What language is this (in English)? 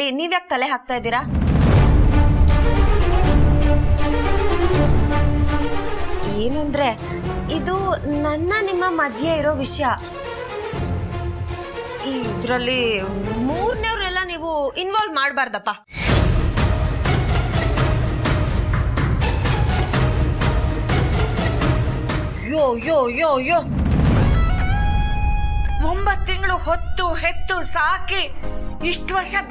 Kannada